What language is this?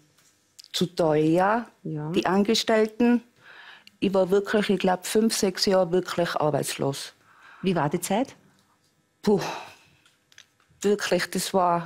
German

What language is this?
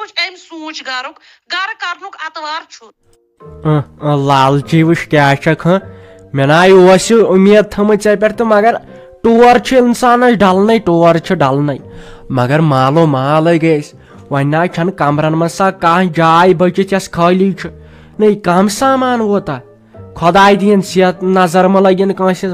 Kashmiri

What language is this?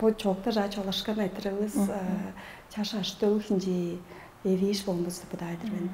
Tuvinian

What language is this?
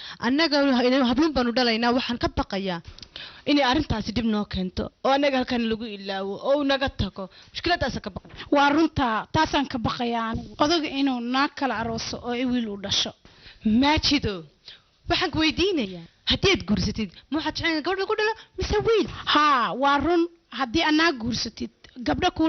Somali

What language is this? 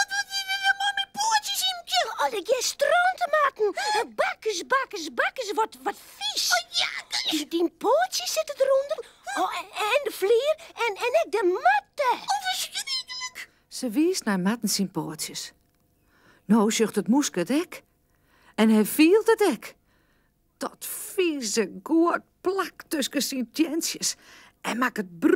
Western Frisian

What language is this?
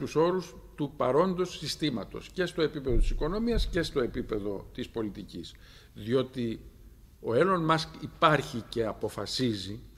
Greek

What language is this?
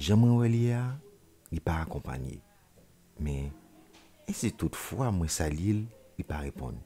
Haitian Creole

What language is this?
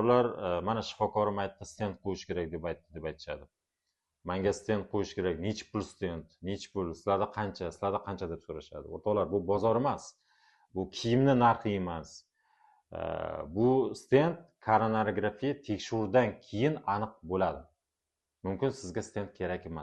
Uzbek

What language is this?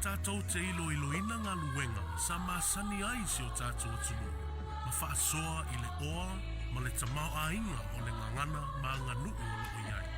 Samoan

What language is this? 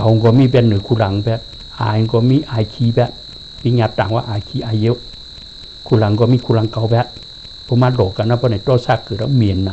Shan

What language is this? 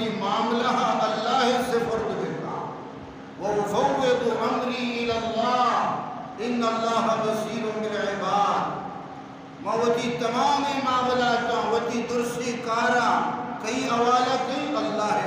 Baluchi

